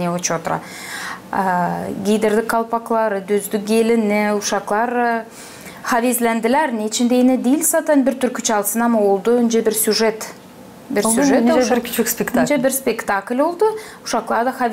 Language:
Gagauz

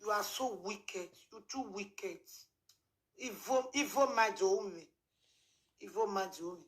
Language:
Nigerian Pidgin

